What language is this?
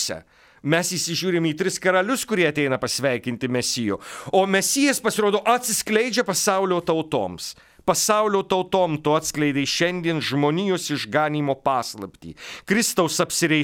Lithuanian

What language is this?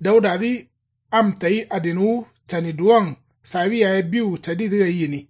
Kanuri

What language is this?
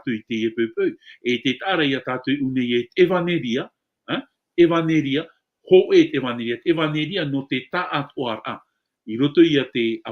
Tahitian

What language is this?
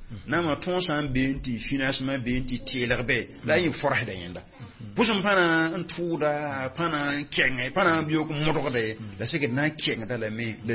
Mossi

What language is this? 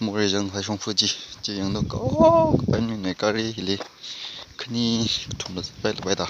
Tangkhul Naga (India)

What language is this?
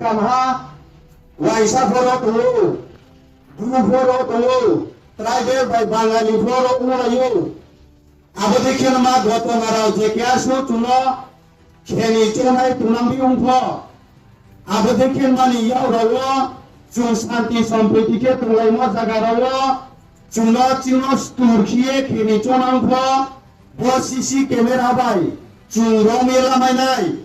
Riang (India)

